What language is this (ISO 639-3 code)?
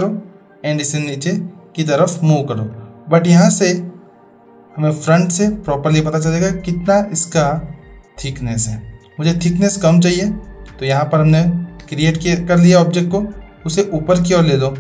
hin